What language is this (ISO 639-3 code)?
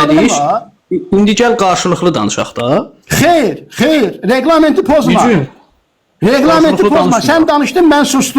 aze